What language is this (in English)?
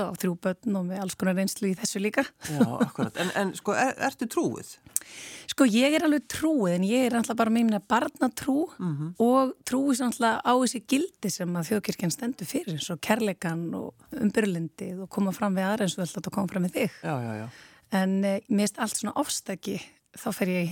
Icelandic